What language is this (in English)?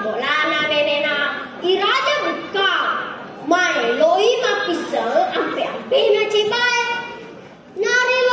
Buginese